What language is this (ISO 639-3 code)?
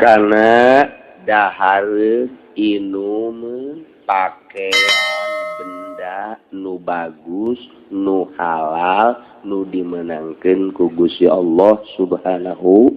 sun